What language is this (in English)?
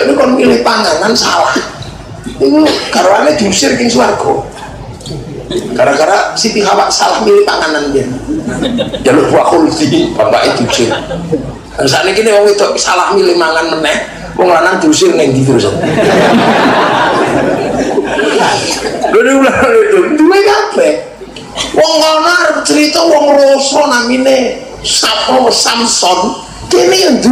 Javanese